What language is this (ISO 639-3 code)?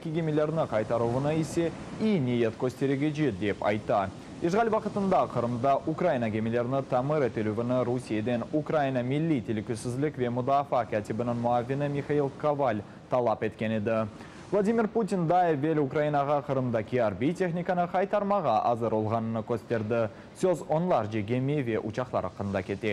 crh